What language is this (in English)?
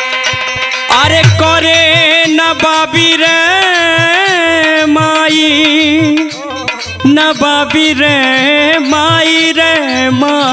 Bhojpuri